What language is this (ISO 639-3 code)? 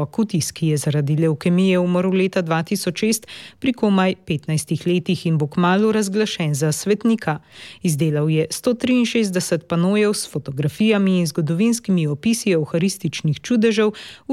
slv